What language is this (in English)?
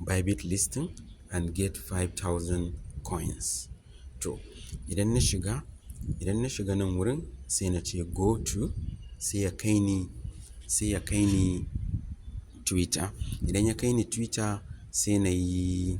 Hausa